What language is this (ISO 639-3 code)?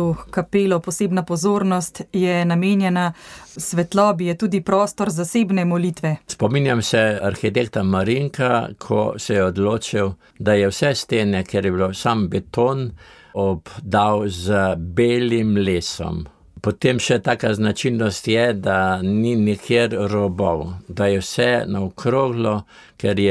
slv